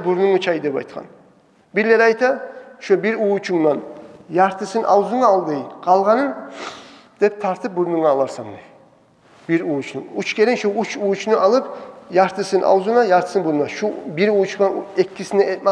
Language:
Kumyk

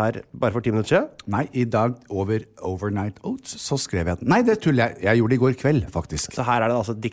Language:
Norwegian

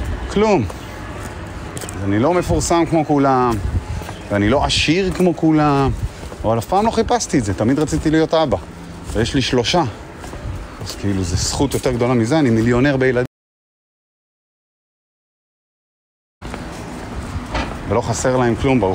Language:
Hebrew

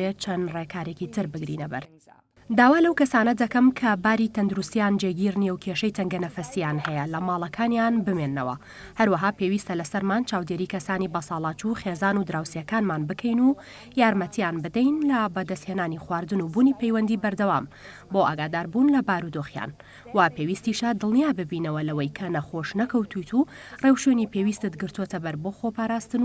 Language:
Central Kurdish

